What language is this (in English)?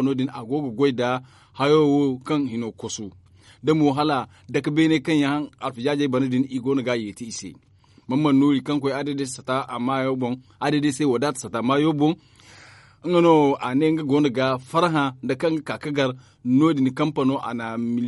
Zarma